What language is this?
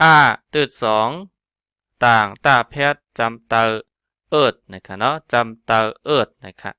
Shan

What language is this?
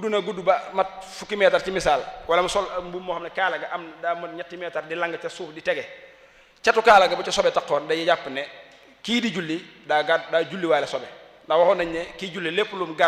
Wolof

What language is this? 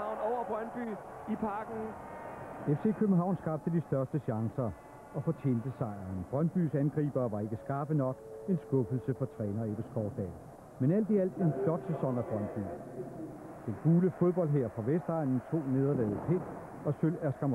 Danish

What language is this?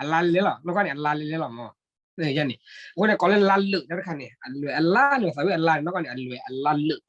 S'gaw Karen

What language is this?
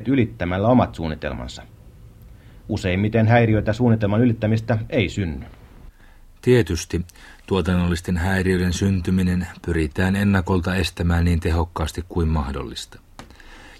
Finnish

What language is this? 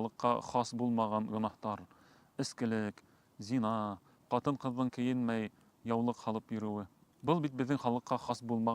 Bashkir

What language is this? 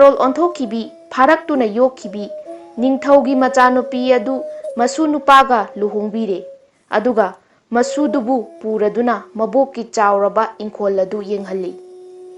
Manipuri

